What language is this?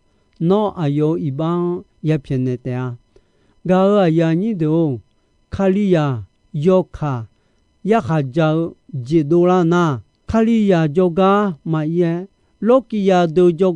Akha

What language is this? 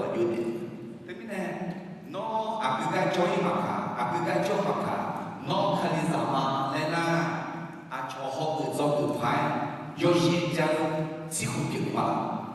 Akha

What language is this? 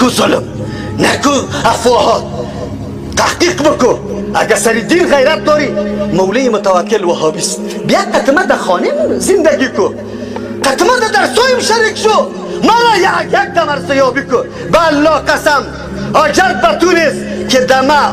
Persian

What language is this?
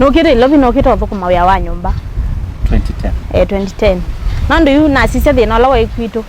Kamba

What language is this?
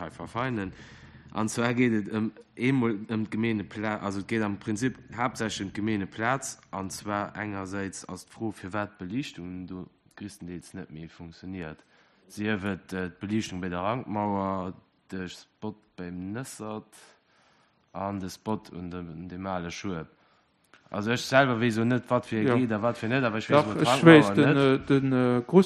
Luxembourgish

